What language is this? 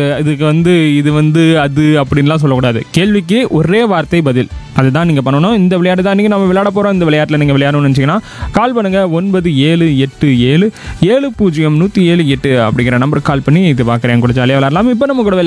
Tamil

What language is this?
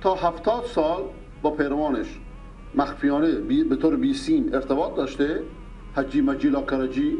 Persian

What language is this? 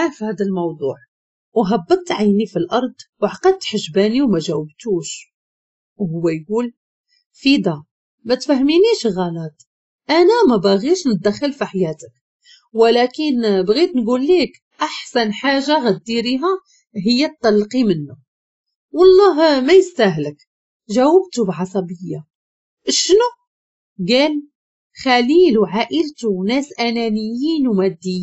Moroccan Arabic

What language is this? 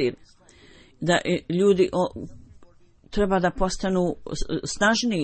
Bosnian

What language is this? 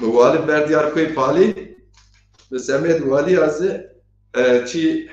Zaza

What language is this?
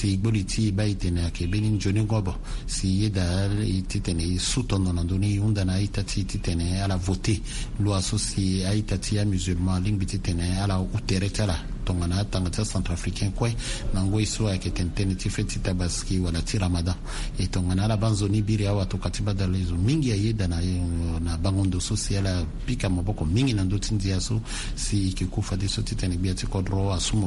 Sango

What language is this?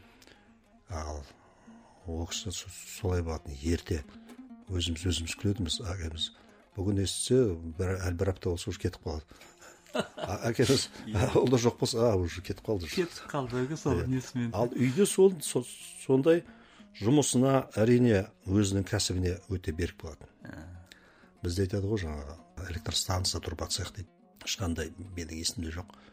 Kazakh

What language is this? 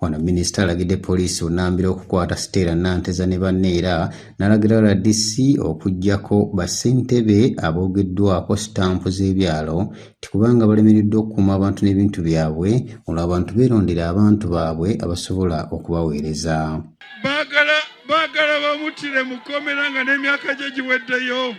Ganda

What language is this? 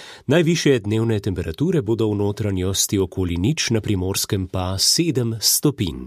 Slovenian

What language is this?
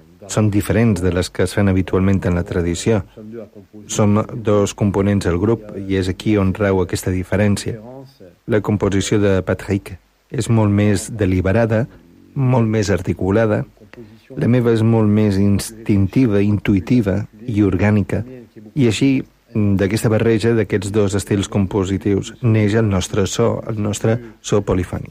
Catalan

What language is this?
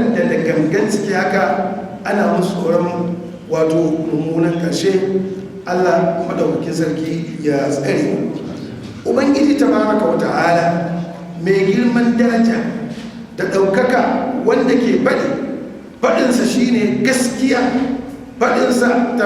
Hausa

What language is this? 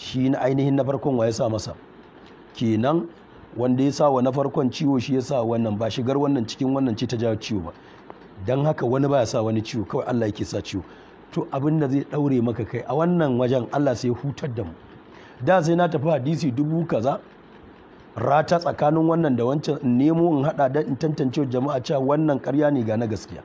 Hausa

